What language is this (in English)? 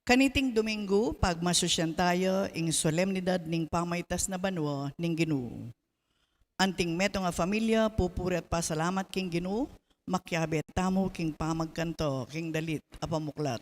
Pampanga